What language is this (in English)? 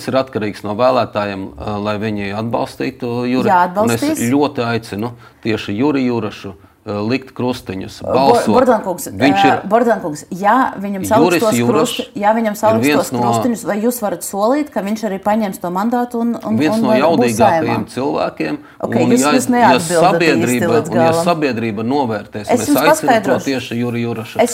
Latvian